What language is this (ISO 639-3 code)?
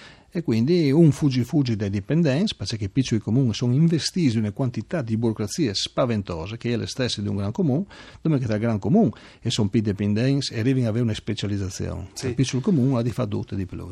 fur